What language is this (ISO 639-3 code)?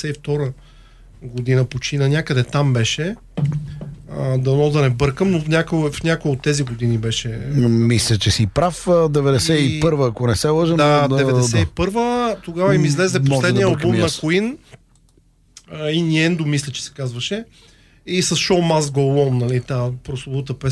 bul